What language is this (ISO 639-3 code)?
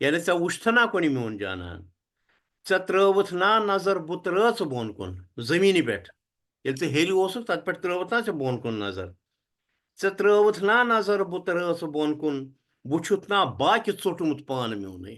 kas